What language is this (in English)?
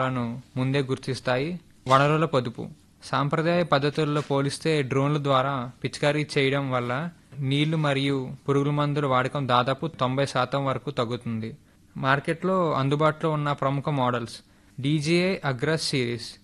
Telugu